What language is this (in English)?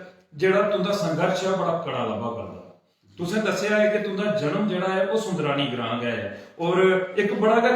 Dogri